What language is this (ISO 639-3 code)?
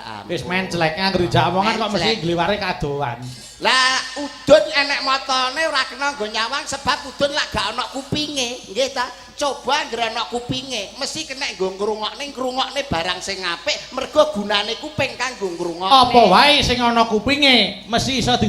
jav